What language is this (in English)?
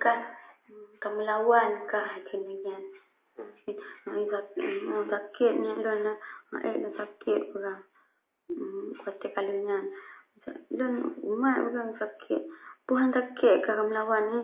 Achinese